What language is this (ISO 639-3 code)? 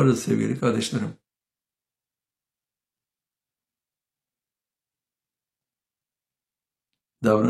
tur